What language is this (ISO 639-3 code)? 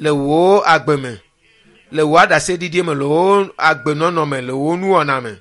ewe